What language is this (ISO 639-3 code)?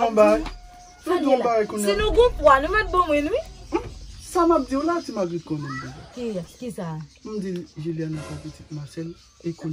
hat